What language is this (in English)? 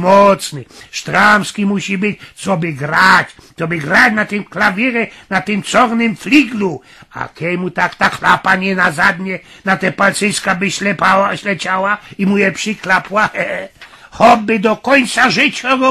Silesian